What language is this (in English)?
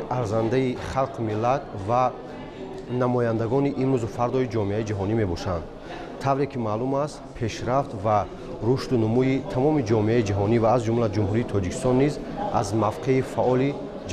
Tajik